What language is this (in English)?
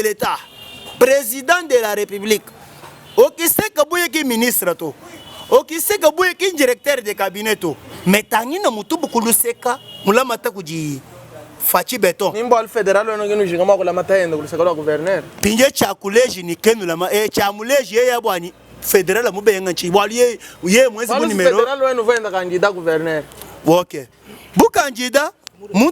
Luba-Lulua